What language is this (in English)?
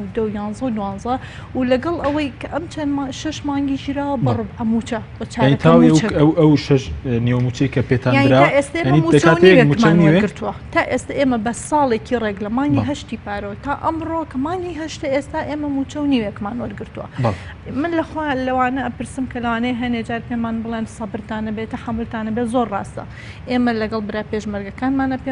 Central Kurdish